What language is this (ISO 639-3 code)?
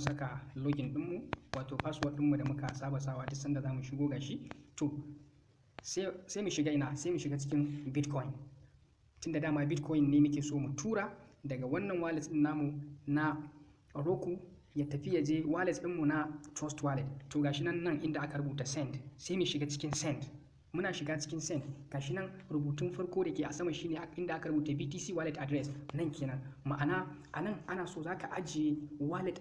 hau